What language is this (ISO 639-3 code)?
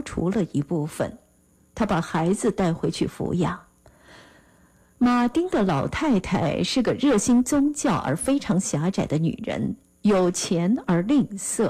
zho